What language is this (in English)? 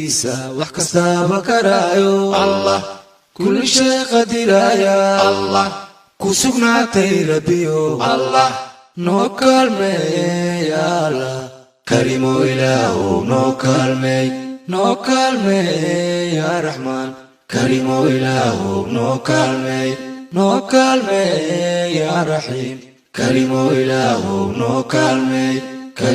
Somali